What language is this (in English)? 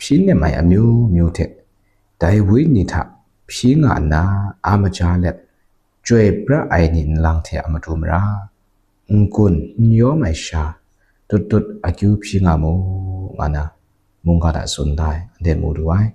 Kachin